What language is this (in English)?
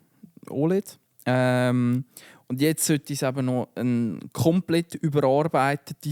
Swiss German